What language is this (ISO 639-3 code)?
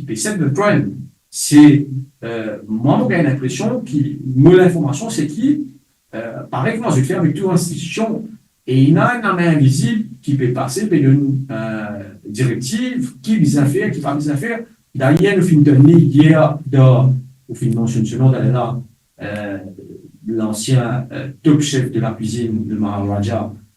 mfe